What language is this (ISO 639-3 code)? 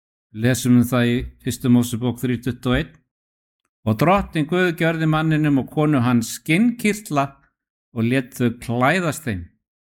isl